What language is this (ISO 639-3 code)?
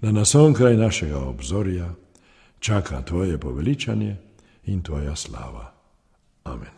slv